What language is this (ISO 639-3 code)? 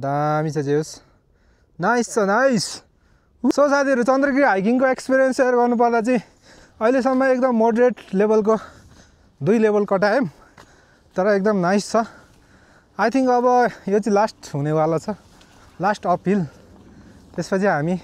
nep